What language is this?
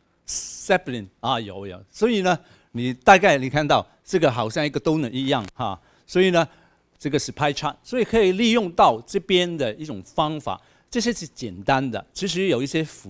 Chinese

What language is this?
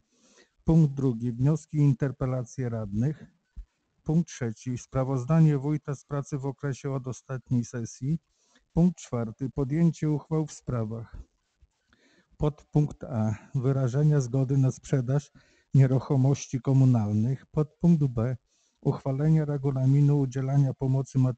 Polish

